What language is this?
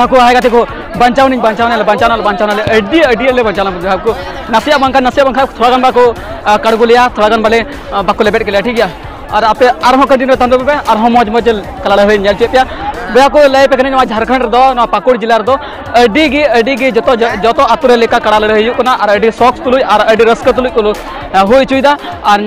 Santali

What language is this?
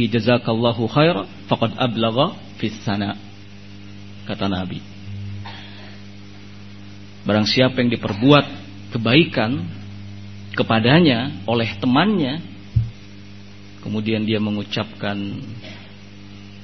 Indonesian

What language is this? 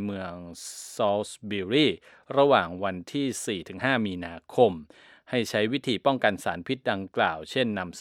Thai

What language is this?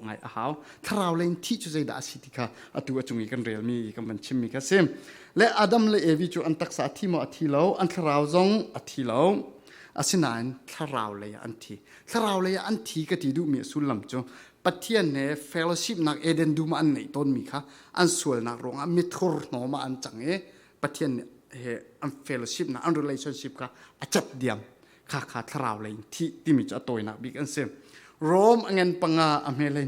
Falam Chin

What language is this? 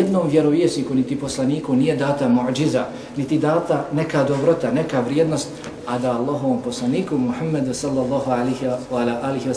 Bosnian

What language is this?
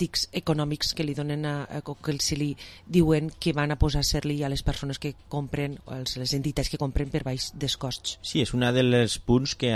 Catalan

